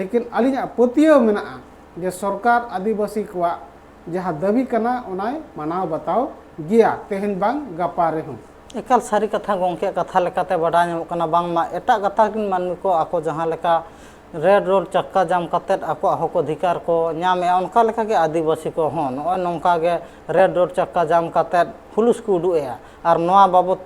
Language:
Santali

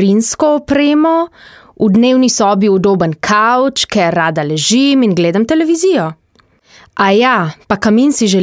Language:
Slovenian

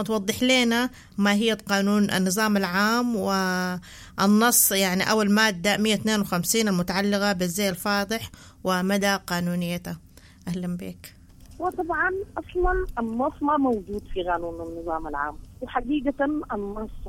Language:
Sudanese Arabic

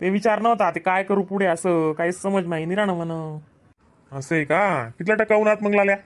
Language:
Khandesi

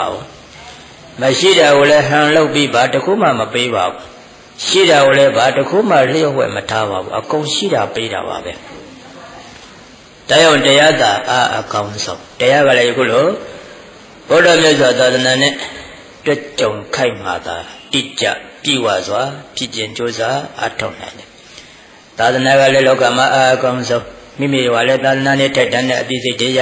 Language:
Burmese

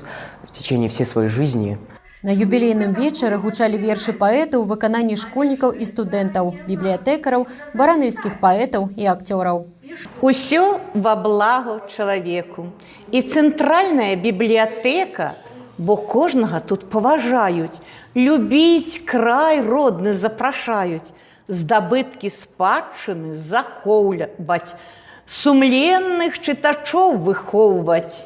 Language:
Belarusian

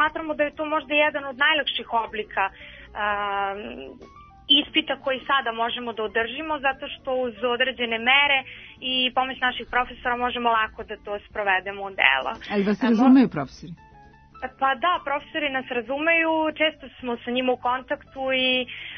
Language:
Serbian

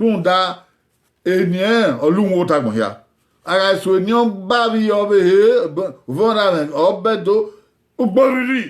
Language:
Bini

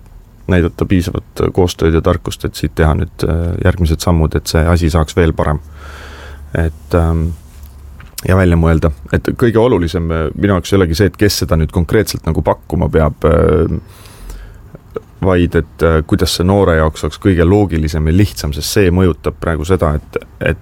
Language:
Estonian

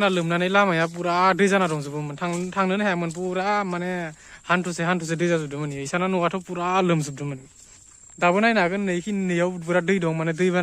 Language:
Bodo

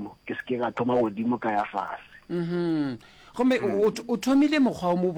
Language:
Northern Sotho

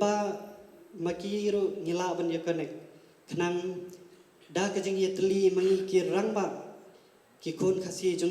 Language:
Khasi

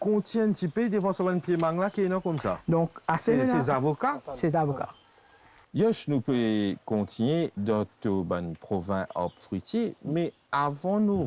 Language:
Morisyen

